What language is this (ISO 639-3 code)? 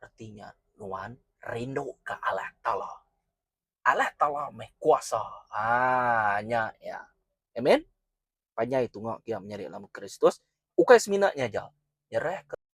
iba